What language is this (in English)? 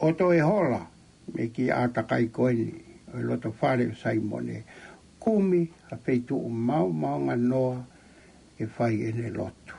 Tongan